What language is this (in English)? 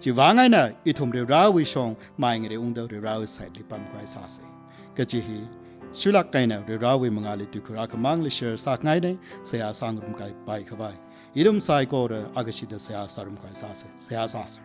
Tangkhul Naga (India)